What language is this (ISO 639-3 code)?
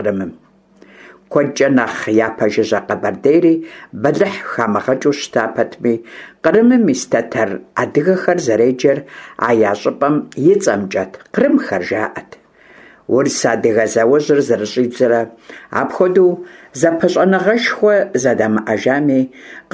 kbd